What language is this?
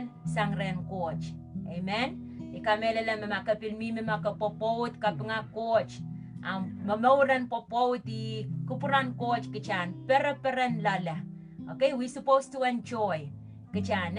Pohnpeian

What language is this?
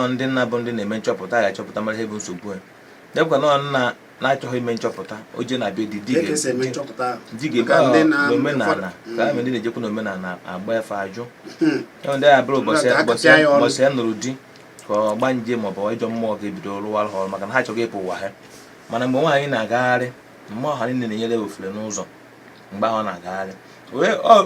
Igbo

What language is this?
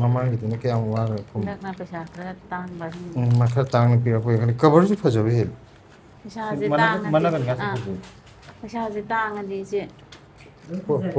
Manipuri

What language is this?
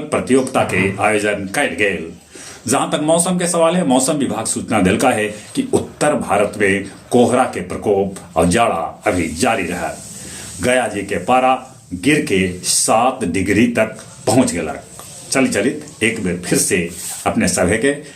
Magahi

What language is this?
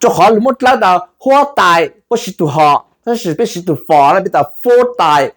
Hmong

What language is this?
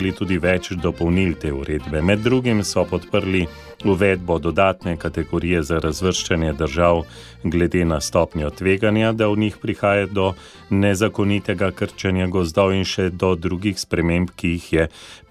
Slovenian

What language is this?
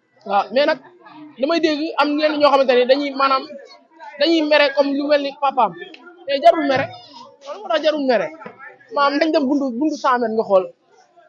Wolof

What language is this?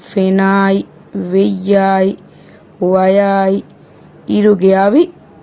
Divehi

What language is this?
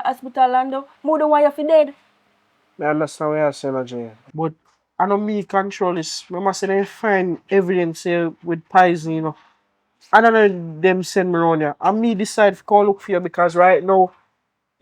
Jamaican Creole English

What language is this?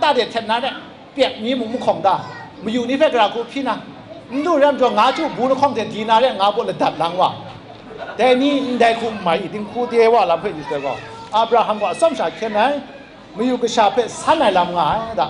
Kachin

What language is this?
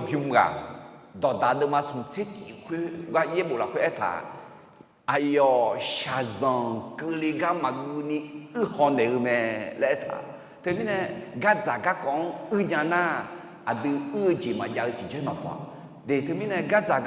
Akha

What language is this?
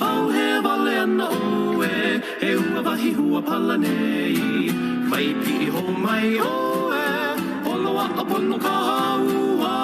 Hawaiian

